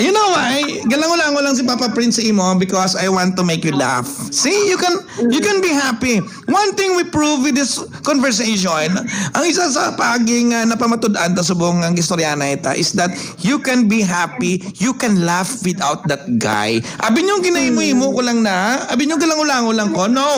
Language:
Hiligaynon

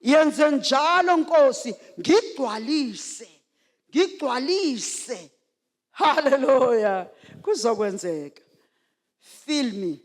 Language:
Zulu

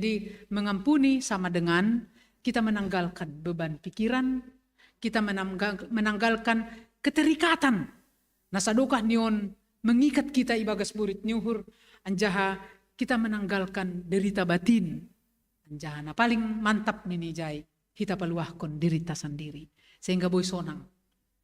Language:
Batak Simalungun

